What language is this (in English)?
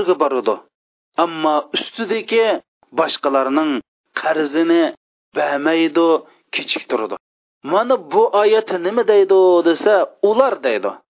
Uyghur